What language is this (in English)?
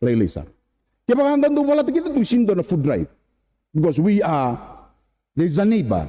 Fijian